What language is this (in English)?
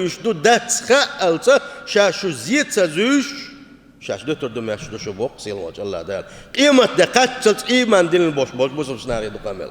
Chechen